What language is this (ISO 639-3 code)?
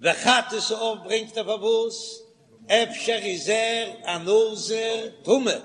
yid